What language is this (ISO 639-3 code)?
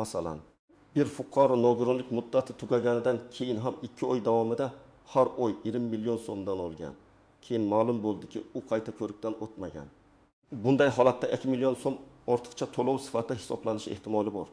uzb